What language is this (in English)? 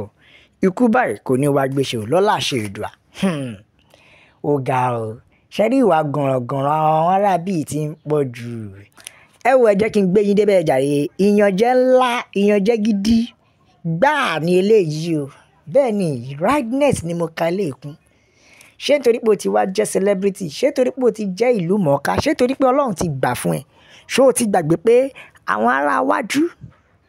Yoruba